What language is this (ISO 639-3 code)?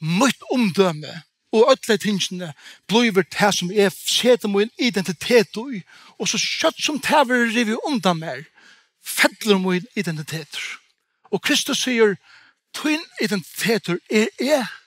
fao